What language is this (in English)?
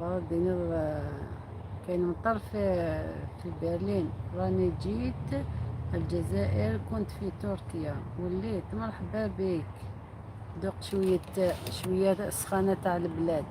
Algerian Arabic